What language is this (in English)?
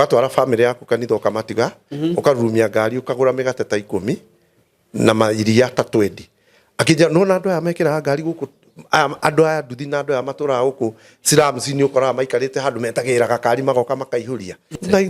Kikuyu